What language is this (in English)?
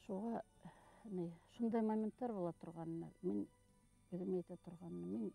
Bashkir